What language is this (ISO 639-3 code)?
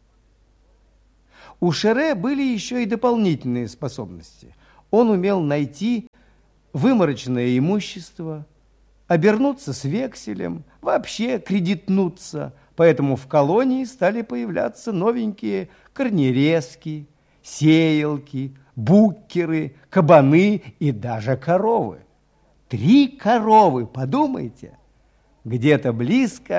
rus